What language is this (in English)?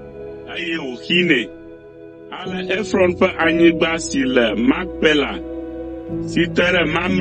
Ewe